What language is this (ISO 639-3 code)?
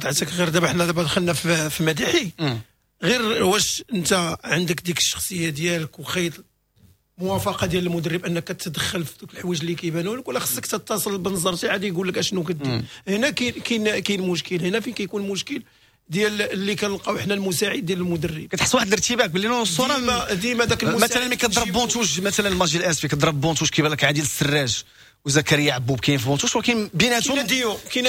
ary